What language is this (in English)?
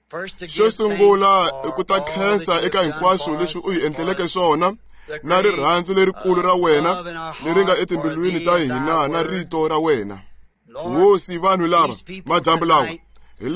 Tsonga